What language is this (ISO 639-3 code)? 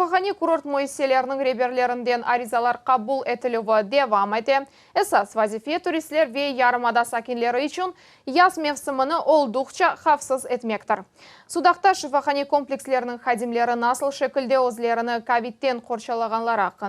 crh